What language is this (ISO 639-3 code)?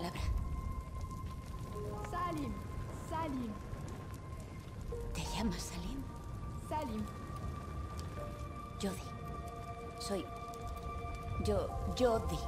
spa